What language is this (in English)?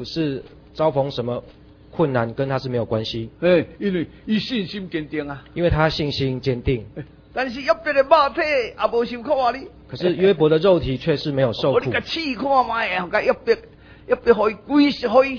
Chinese